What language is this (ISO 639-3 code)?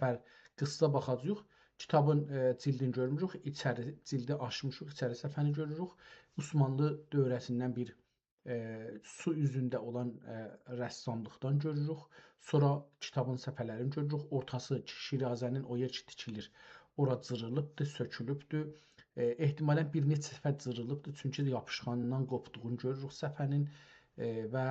azb